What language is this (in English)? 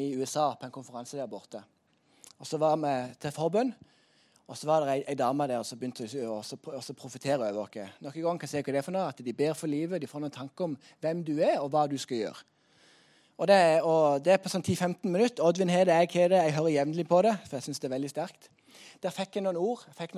Norwegian